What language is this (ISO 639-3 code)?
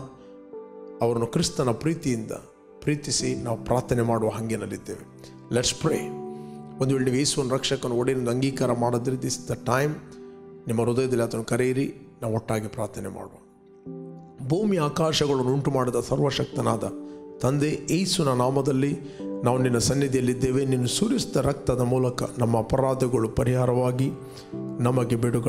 kan